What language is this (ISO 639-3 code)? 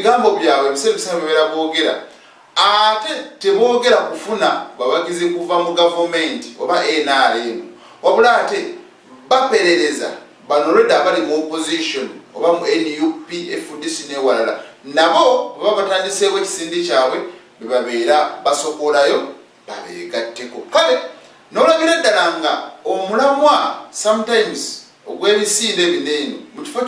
lug